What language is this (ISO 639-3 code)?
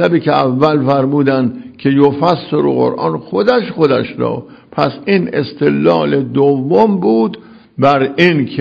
fas